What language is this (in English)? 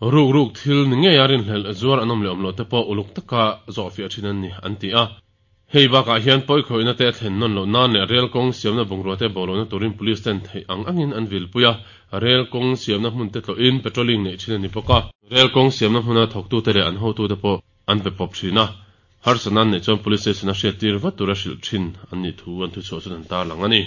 Mizo